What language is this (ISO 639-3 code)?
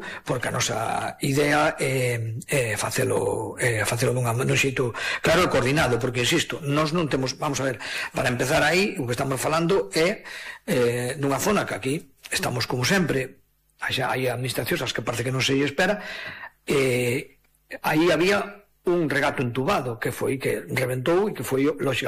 glg